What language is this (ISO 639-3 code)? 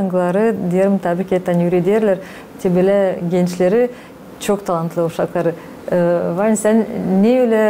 gag